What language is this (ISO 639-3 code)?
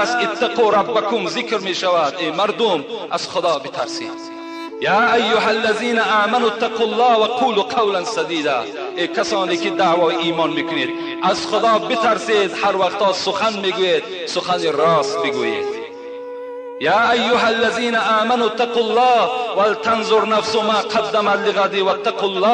tgk